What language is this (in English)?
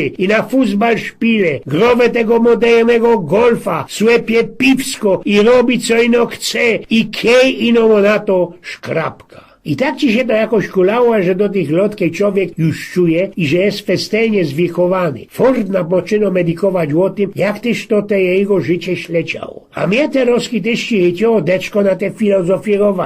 Silesian